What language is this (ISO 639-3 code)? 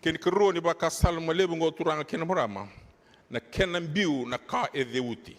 fij